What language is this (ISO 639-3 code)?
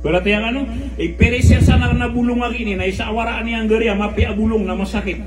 mrw